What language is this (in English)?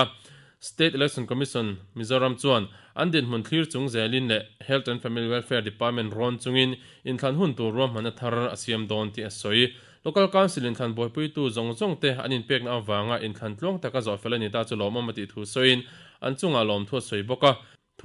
Mizo